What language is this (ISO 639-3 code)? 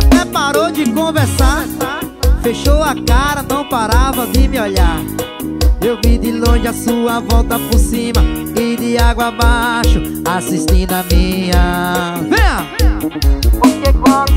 por